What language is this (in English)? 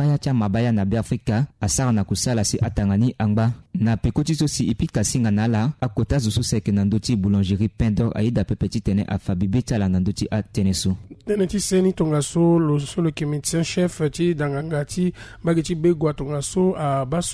Sango